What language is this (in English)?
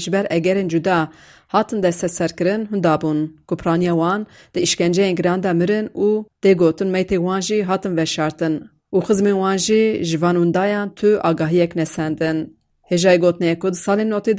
Kurdish